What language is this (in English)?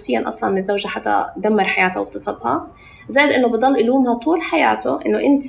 North Levantine Arabic